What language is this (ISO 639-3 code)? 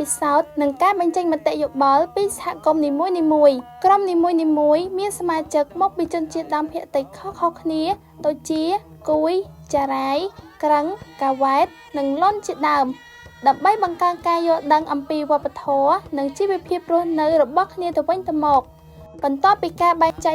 khm